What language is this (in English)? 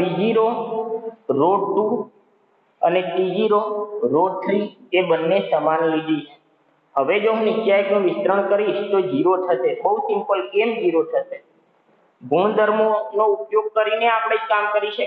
Gujarati